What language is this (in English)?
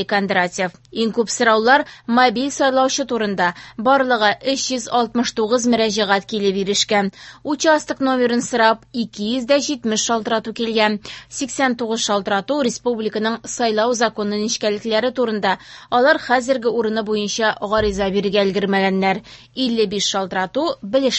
Tatar